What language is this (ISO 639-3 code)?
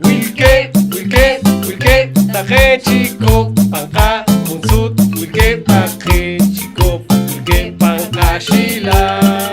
poh